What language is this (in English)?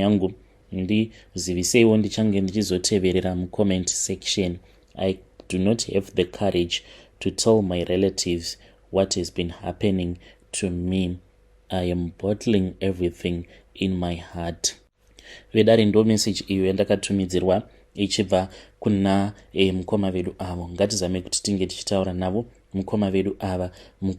Shona